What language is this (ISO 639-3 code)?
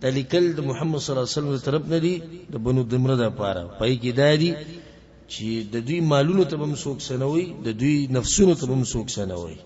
pus